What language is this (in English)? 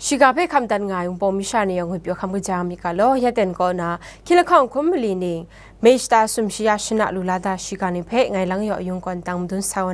Kachin